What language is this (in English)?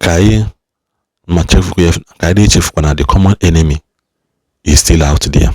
Igbo